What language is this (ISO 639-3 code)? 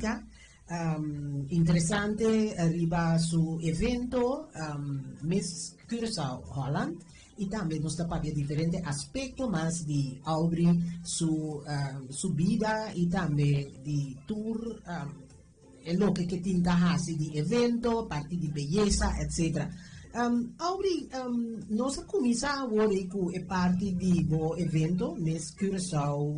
pap